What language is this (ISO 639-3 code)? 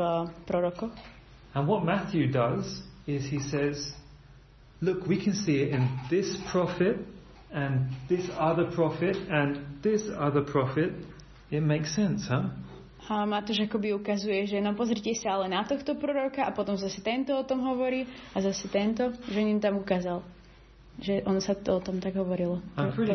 slk